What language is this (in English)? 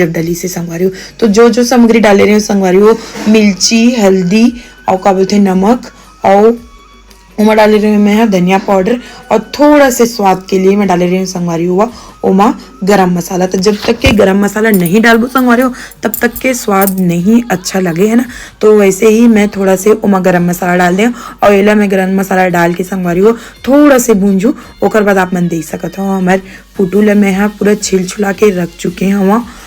Chhattisgarhi